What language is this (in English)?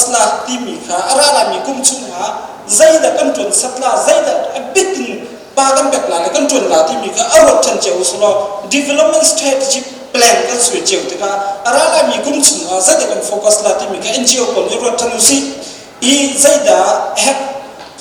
Hakha Chin